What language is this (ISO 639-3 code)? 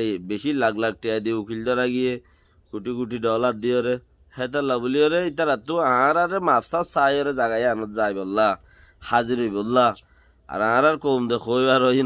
rhg